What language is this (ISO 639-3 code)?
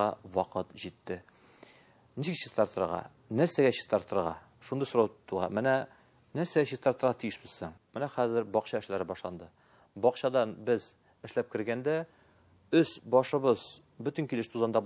tat